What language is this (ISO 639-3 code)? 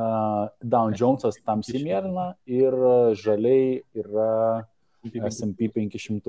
lit